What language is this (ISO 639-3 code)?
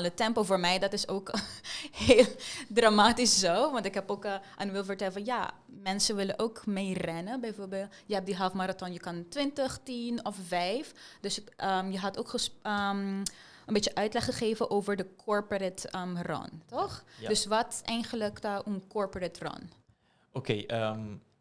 pap